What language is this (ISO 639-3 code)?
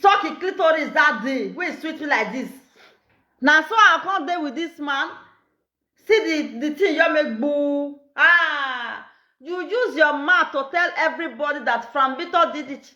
pcm